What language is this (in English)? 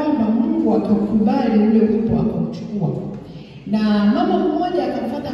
Swahili